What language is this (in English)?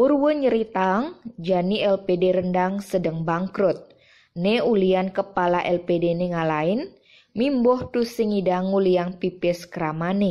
Balinese